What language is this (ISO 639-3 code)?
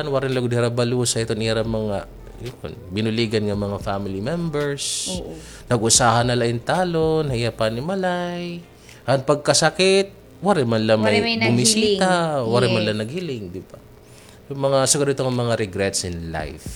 war